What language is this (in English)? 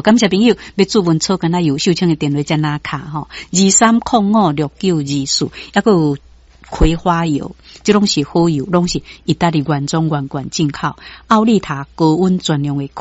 Min Nan Chinese